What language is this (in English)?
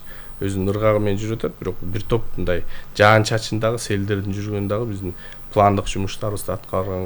Kyrgyz